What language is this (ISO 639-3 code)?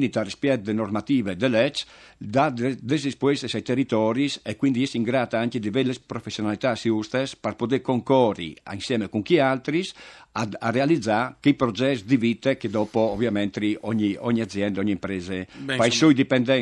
fur